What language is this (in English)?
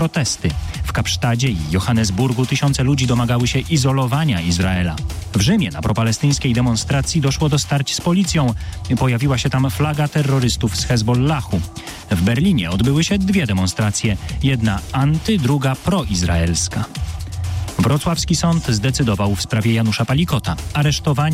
Polish